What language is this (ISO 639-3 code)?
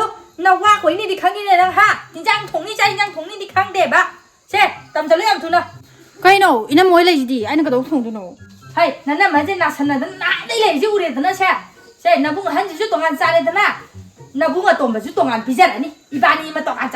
mni